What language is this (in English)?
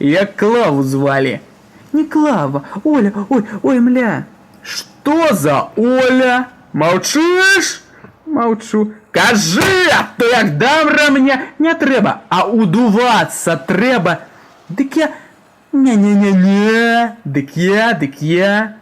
Belarusian